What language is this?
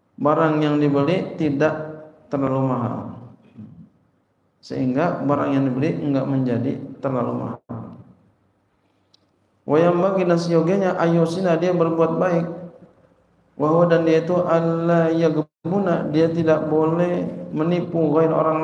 Indonesian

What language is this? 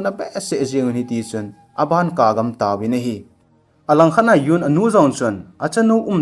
Thado Chin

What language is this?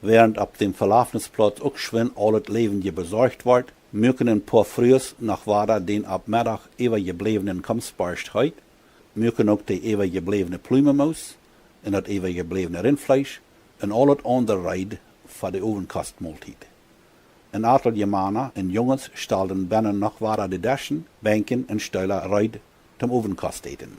Plautdietsch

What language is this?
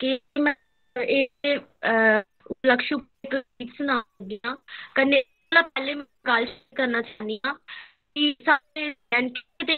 Dogri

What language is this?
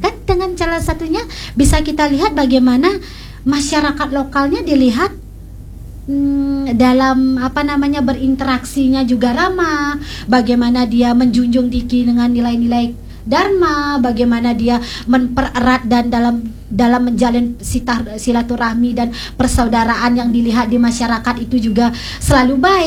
Indonesian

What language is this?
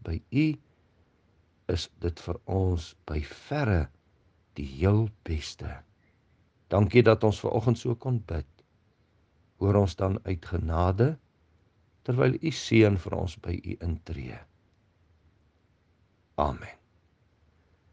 Afrikaans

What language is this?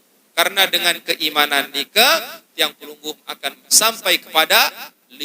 Sasak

